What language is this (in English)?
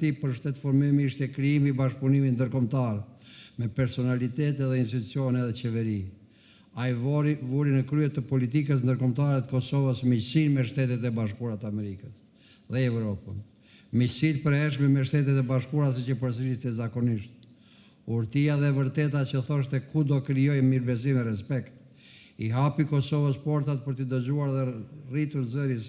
Albanian